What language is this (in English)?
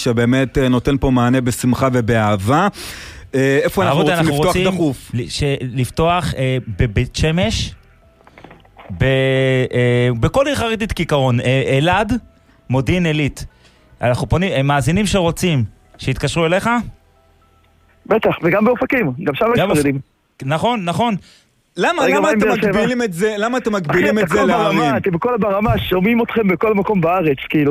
Hebrew